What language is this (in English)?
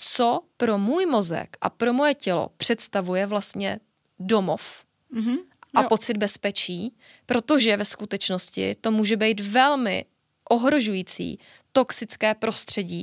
Czech